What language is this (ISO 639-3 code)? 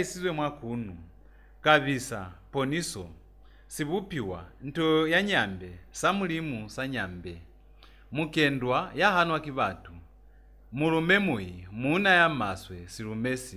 loz